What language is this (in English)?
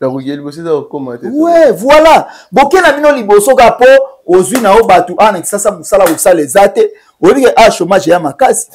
Lingala